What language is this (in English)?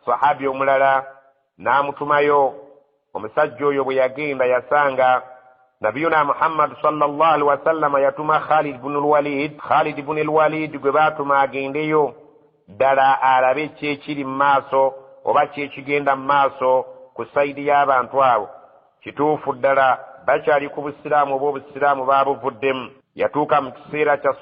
Ganda